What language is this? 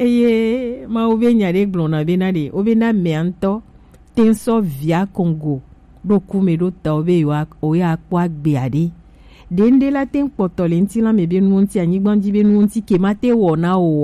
Gen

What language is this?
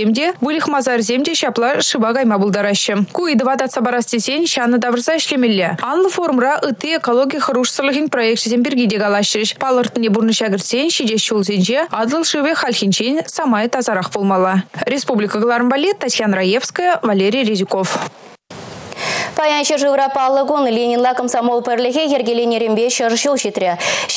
Chuvash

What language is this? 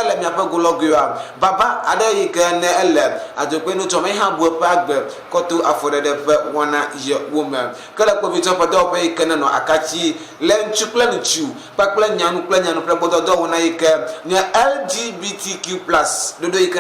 Ewe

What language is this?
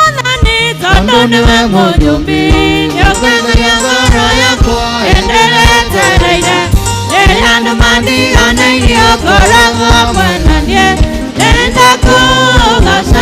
Kikuyu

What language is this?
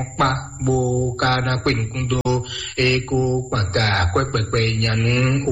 Fon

